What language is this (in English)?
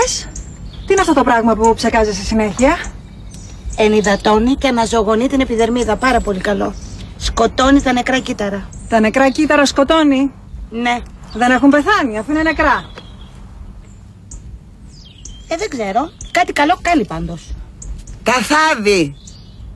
Greek